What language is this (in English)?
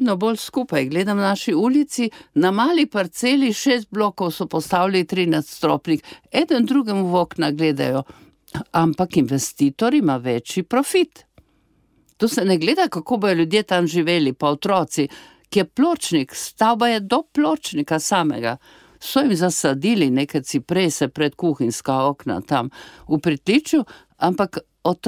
Slovenian